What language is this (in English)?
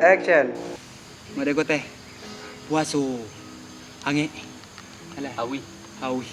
Minangkabau